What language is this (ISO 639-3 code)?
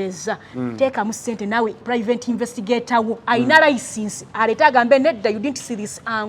lug